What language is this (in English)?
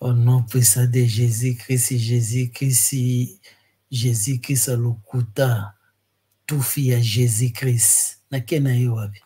Lingala